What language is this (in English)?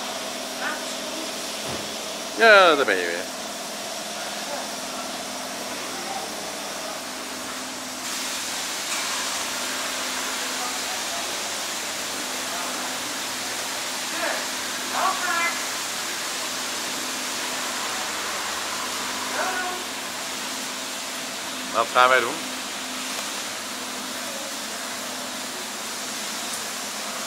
Dutch